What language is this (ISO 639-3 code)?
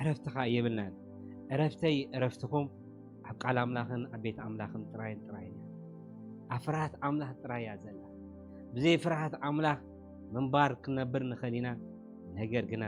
tir